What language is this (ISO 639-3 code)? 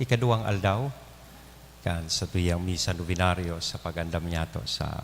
bik